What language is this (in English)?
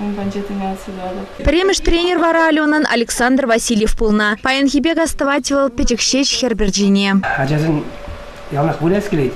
Chuvash